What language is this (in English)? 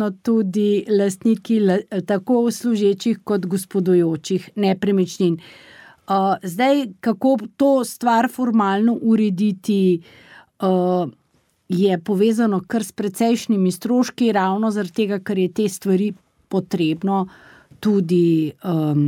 Slovenian